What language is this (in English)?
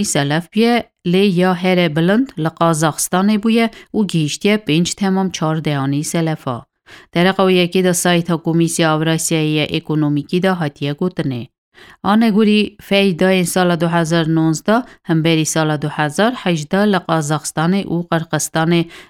Kurdish